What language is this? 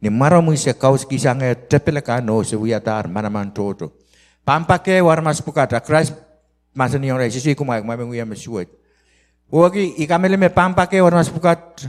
Pohnpeian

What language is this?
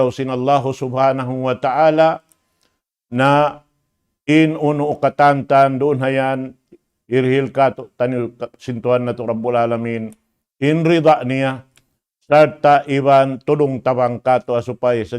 Tausug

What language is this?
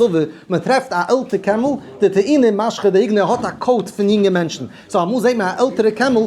Yiddish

